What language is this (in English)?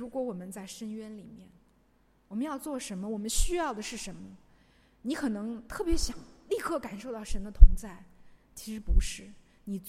Chinese